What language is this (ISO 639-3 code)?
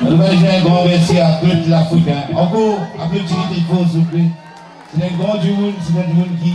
mfe